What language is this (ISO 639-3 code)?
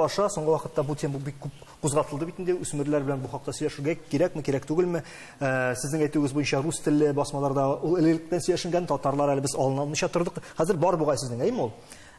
tat